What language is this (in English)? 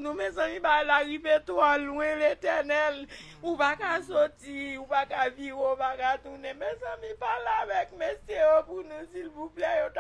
Haitian Creole